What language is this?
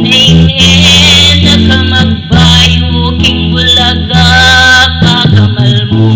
Pampanga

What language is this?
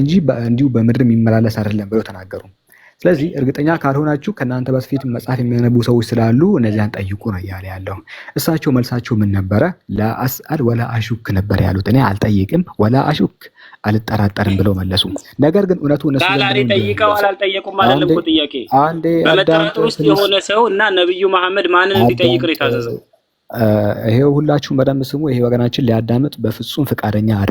Amharic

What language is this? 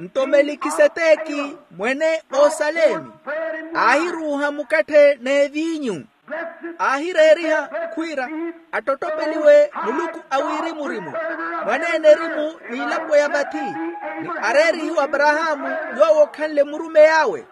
Makhuwa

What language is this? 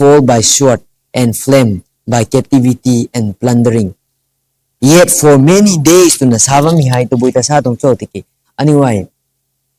Rongmei Naga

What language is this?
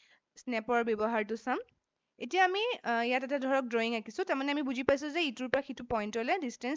Assamese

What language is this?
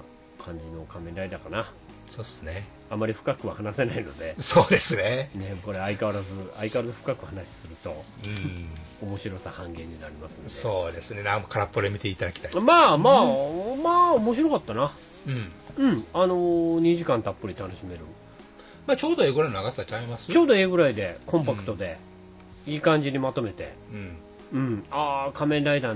Japanese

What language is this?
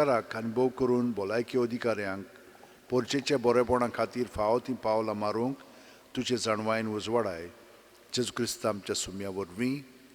Konkani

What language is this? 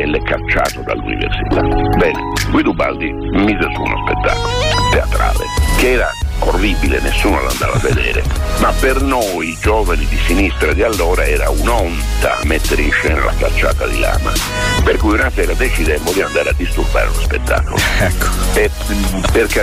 Italian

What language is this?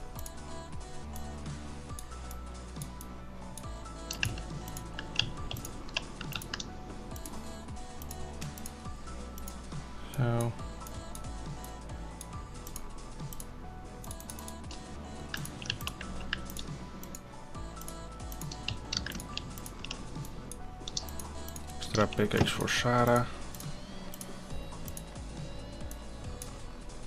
Dutch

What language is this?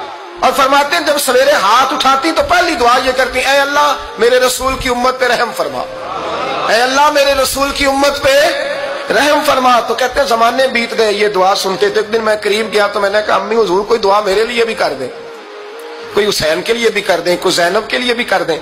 Urdu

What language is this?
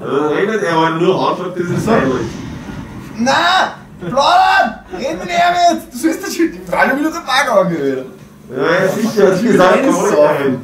Bavarian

